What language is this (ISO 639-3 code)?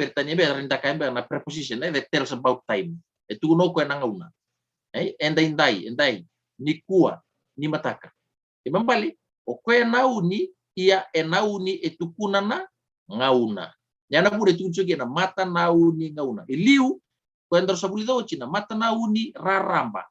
fij